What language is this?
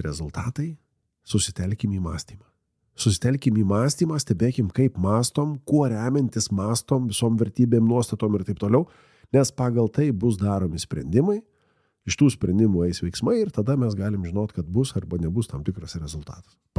Lithuanian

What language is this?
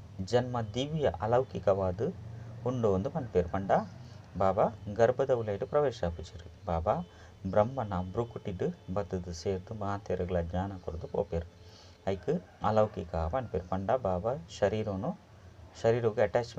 Tulu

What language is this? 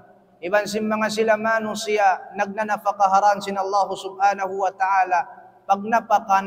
Tausug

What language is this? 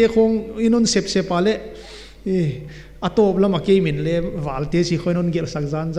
Paite Chin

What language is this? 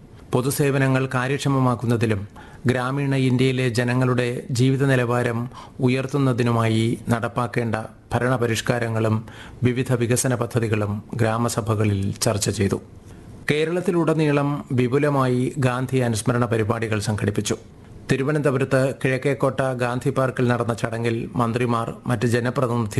Malayalam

